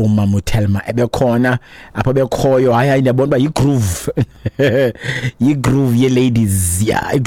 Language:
Xhosa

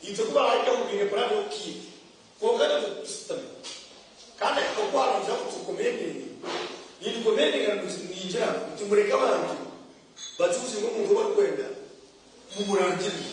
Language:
Nyankole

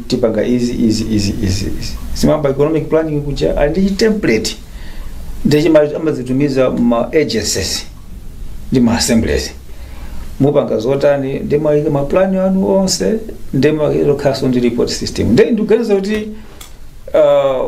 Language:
Nyanja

